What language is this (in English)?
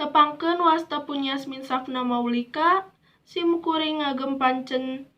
Sundanese